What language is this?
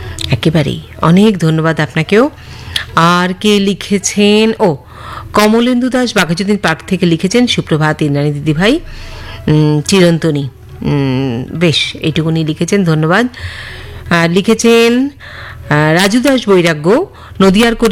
Bangla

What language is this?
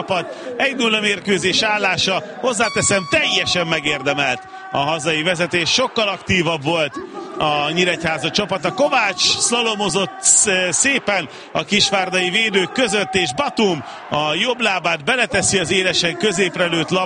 Hungarian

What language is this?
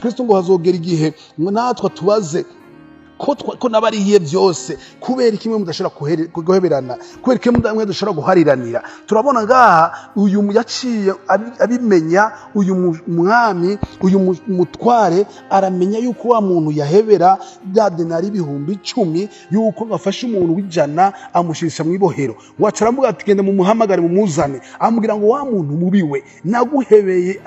Rundi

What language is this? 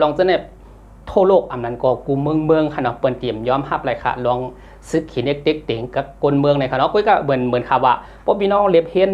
Shan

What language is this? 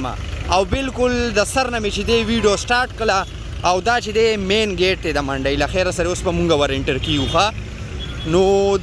Pashto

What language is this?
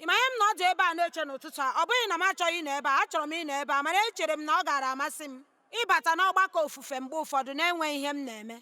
Igbo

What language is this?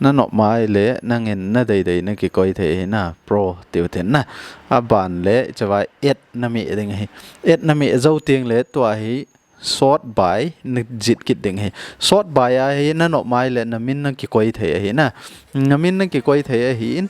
Thado Chin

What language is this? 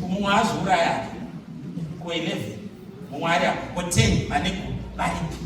Shona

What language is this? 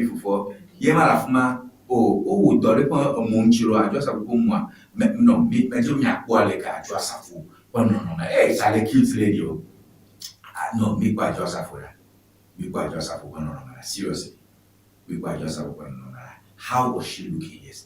Ewe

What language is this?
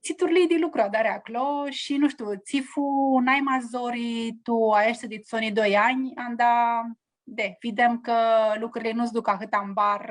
Aromanian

